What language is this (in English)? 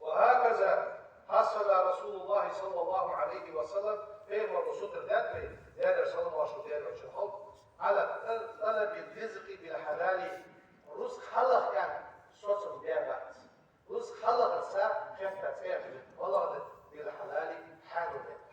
Ingush